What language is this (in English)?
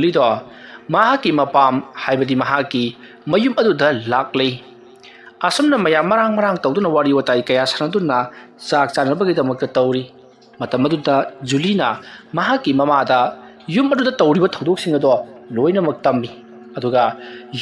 Manipuri